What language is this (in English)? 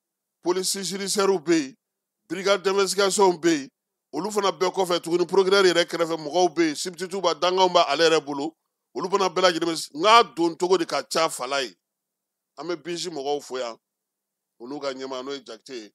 Bambara